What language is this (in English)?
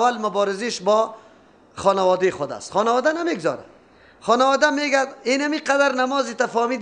Persian